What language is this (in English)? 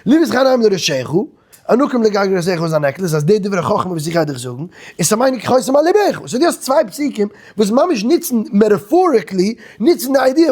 Yiddish